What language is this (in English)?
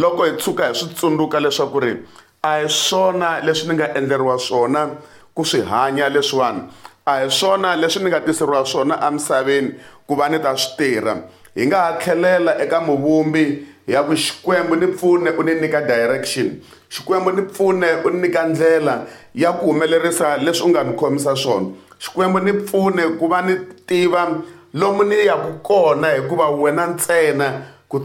Tsonga